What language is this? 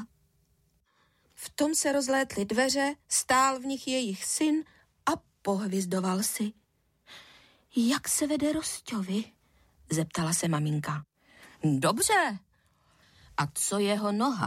Czech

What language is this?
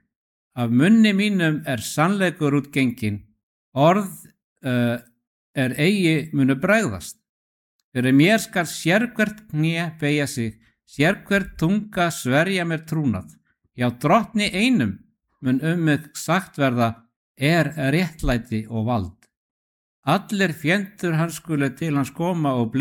Icelandic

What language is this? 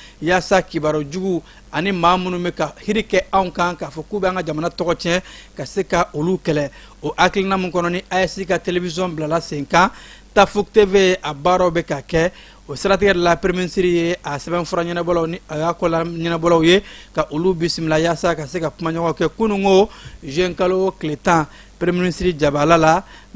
Bambara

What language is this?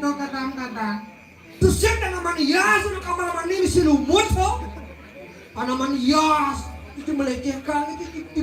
Balinese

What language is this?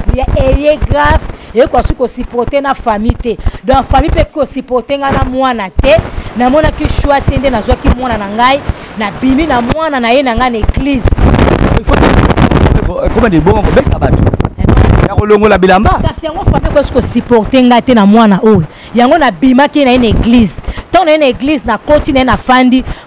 Lingala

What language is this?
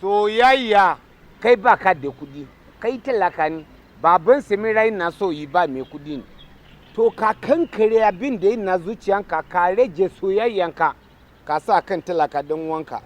Hausa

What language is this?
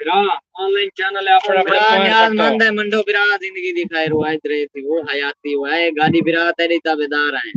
Saraiki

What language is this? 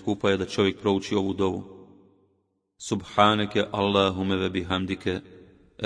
Bosnian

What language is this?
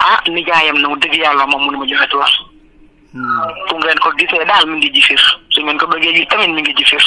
Wolof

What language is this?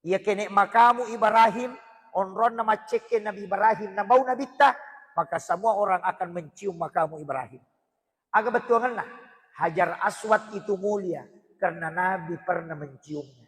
Buginese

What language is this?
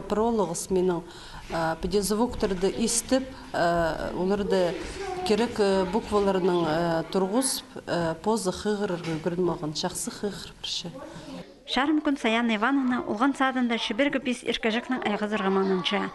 Khakas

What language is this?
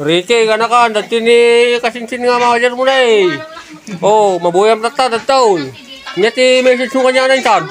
Iloko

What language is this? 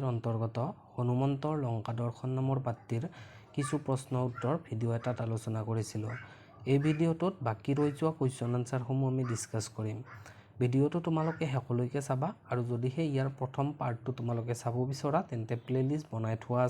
Assamese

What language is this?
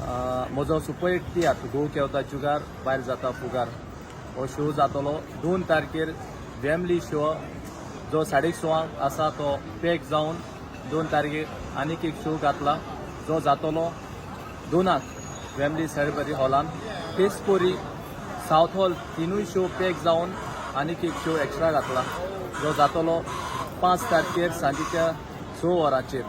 Konkani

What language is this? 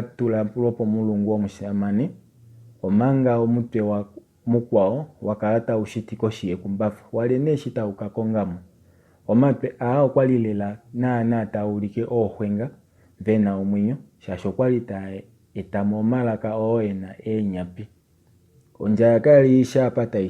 Kuanyama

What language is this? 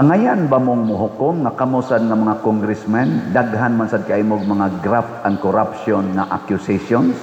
Cebuano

